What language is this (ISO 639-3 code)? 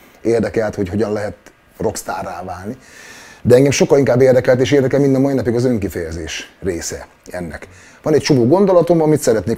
hun